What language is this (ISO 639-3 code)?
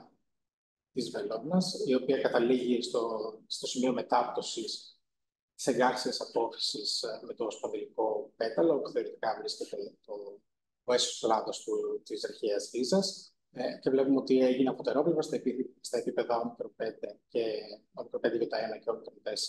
ell